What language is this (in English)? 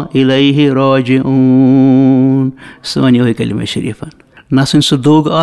Kashmiri